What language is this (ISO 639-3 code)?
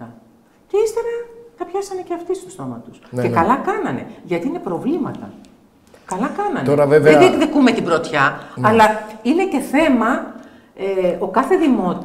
ell